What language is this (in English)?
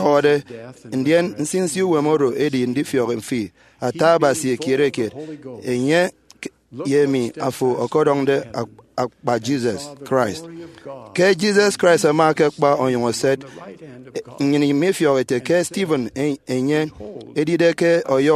Efik